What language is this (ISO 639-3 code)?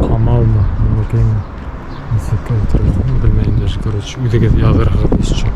bak